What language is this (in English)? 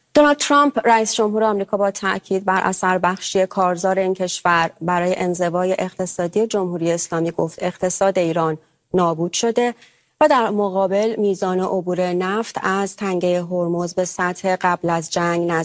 Persian